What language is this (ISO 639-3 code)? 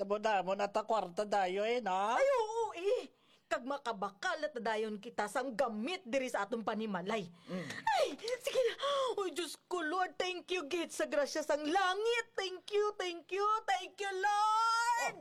hil